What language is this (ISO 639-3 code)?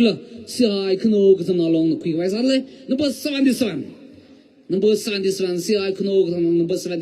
nmf